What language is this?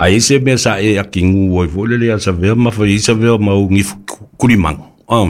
Samoan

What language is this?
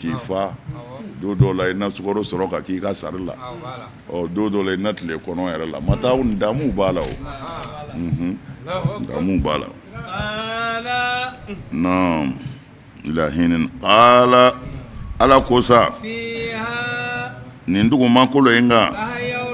Bambara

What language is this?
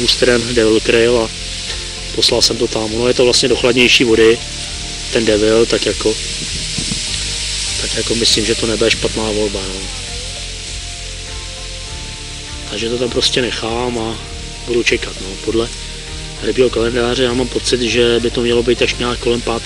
Czech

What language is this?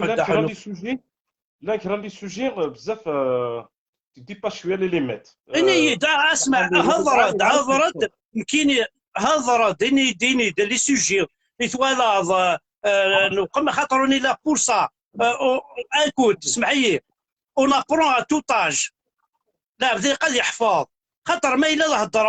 Kabyle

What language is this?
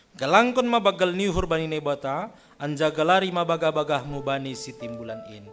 Batak Simalungun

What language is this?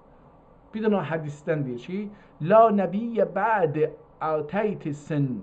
South Azerbaijani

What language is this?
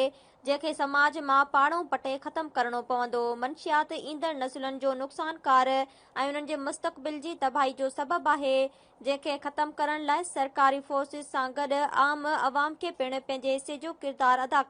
Sindhi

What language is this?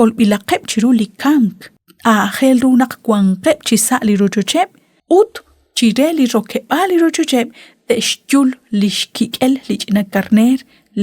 Kekchí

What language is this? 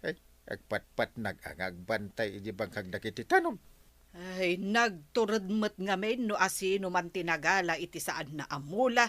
Iloko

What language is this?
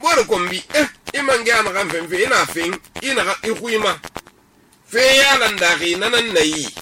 Susu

